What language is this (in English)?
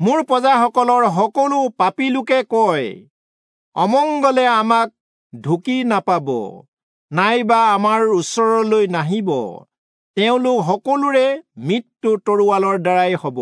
Assamese